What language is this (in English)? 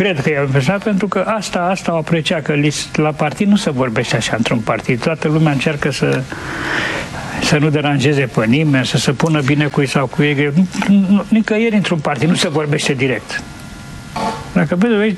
Romanian